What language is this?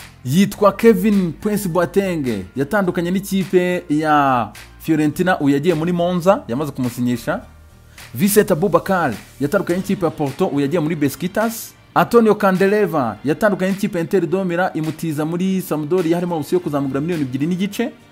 Kinyarwanda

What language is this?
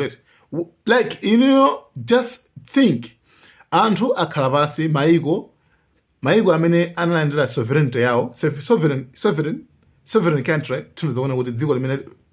Nyanja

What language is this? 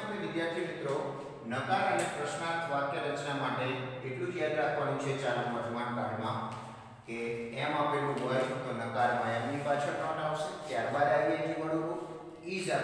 Gujarati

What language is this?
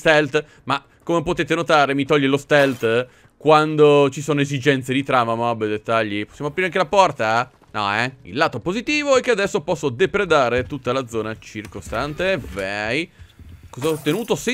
Italian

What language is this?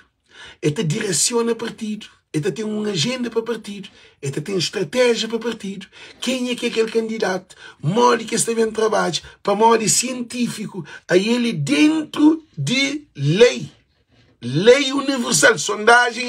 Kabuverdianu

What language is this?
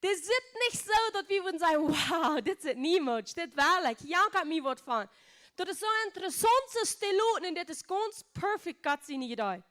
Plautdietsch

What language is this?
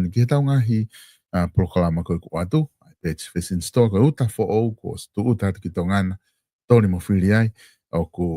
Tongan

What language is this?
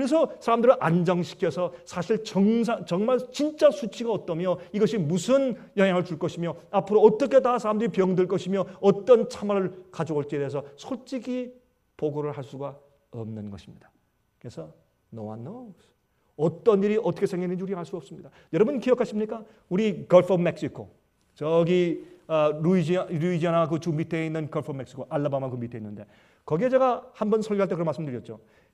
Korean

